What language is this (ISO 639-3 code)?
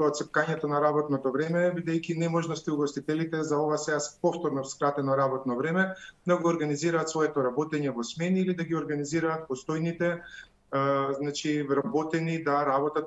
mkd